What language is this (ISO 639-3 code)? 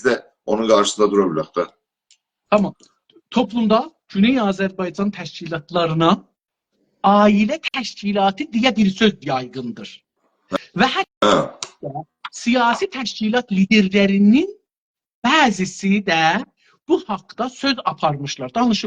azb